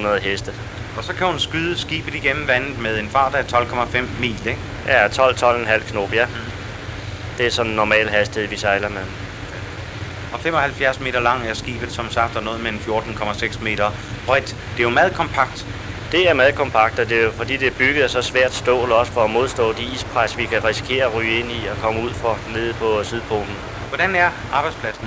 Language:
Danish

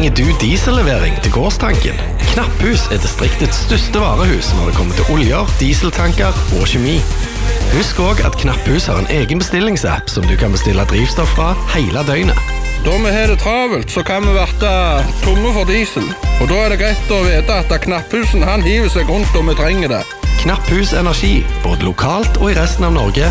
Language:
Norwegian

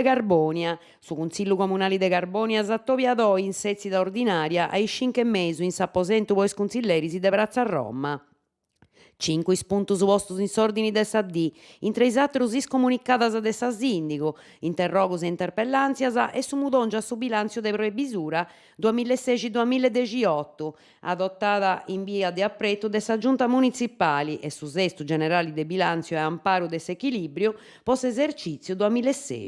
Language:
Sardinian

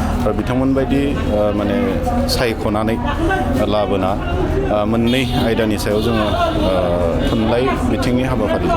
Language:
Bodo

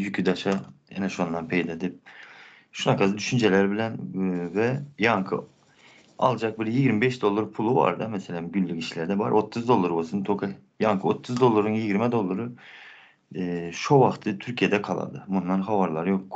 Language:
Turkmen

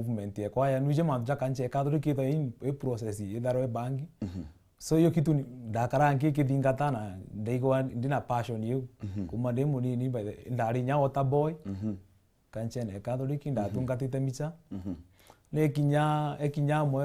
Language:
Meru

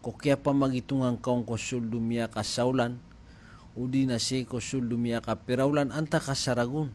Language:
Maranao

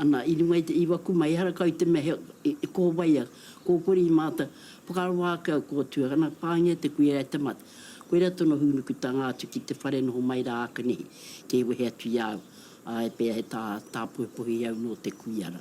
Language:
Māori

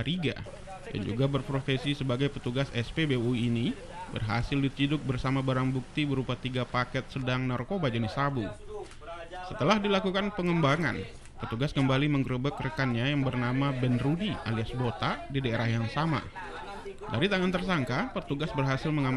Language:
Indonesian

